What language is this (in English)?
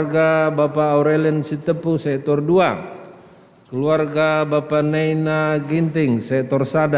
Batak Karo